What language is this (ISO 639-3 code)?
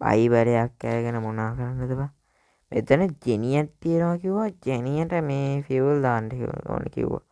sin